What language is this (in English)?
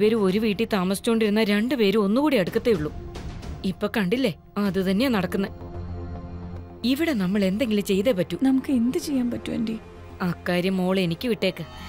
Malayalam